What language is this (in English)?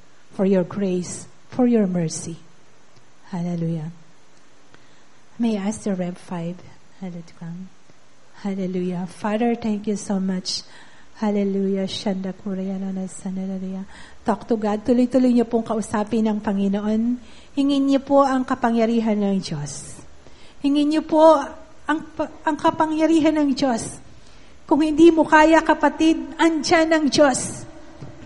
Filipino